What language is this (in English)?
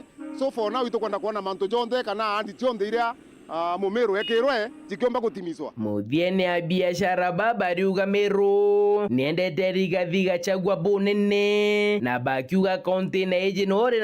Meru